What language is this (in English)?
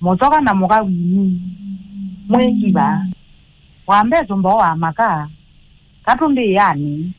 Kamba